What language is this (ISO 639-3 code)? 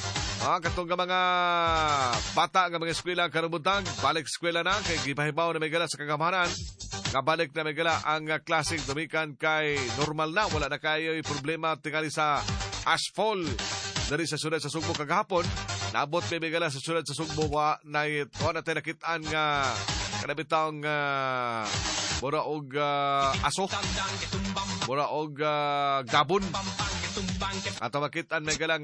ceb